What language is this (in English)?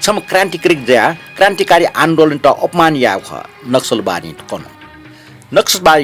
Newari